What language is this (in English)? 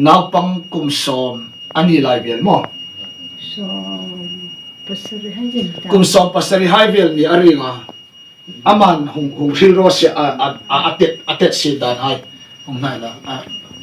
Hmar